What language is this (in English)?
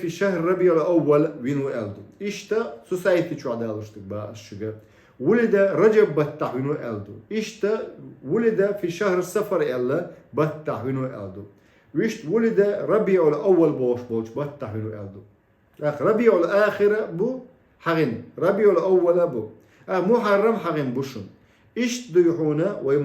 Chechen